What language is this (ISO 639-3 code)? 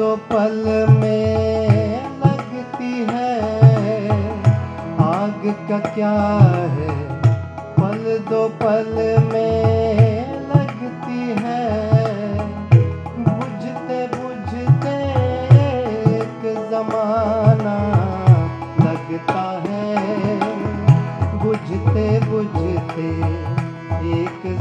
hin